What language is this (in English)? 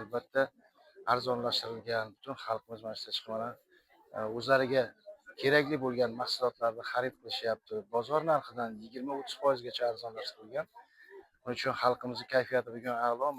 Uzbek